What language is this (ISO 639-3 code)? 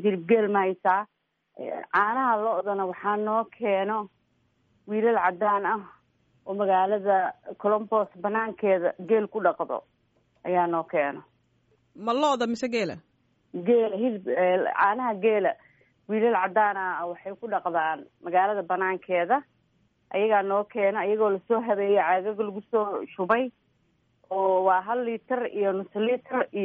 som